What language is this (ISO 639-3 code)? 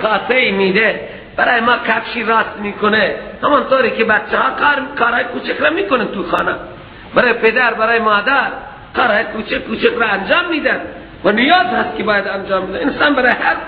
fas